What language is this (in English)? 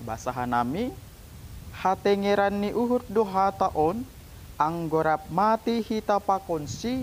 Batak Simalungun